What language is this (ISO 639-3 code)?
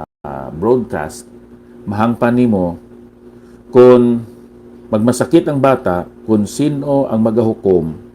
hil